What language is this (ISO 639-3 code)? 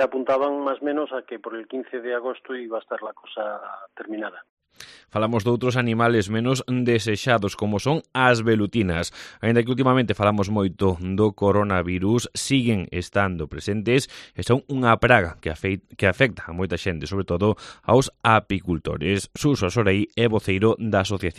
glg